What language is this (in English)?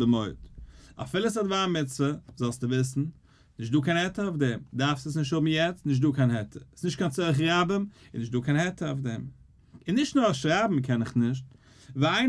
Yiddish